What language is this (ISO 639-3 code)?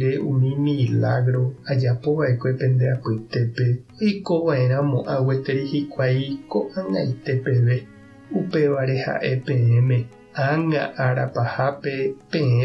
grn